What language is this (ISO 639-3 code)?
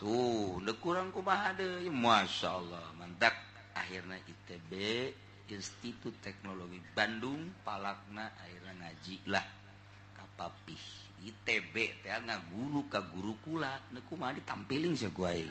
sun